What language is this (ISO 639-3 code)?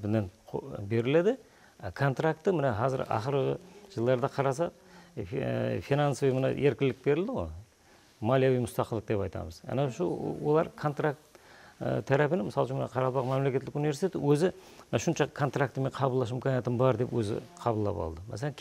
kaa